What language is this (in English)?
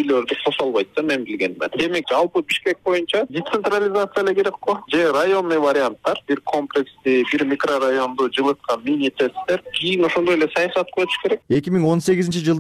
Kyrgyz